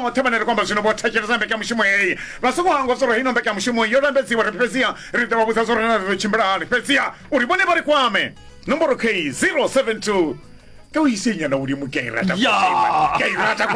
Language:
Venda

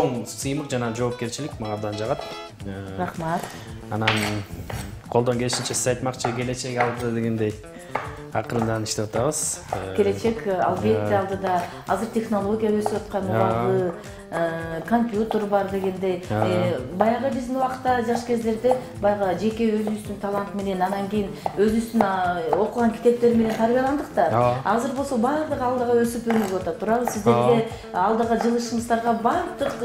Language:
Kyrgyz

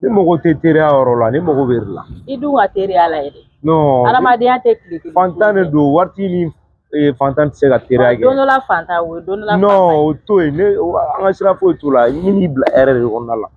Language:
Bambara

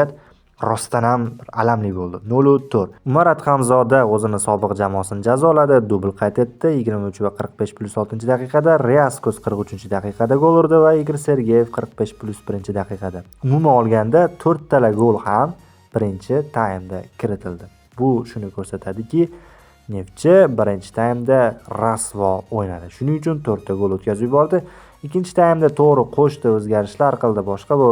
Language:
Uzbek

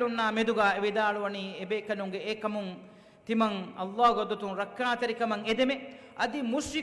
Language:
Divehi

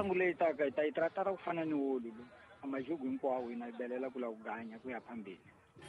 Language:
Tsonga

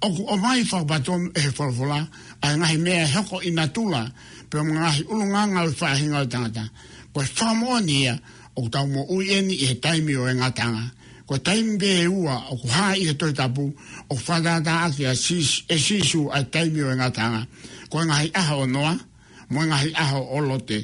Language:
Tongan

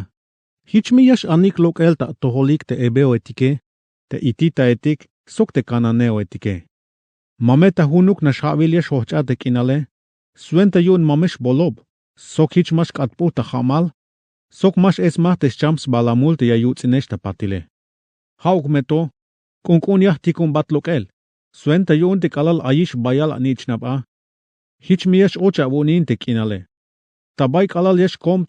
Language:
Tzeltal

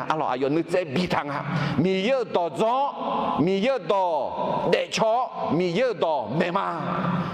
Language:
Akha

